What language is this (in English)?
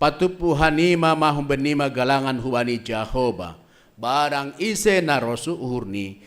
Batak Simalungun